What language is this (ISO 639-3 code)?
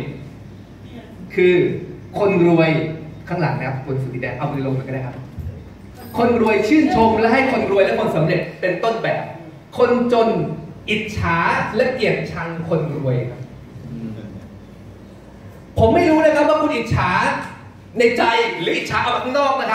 tha